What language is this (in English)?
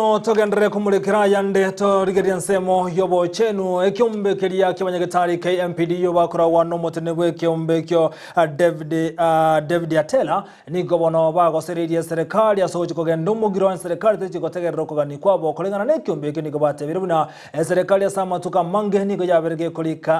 Gusii